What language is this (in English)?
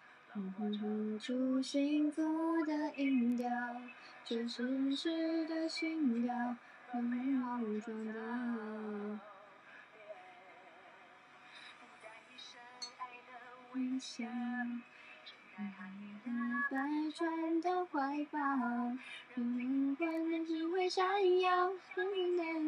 Chinese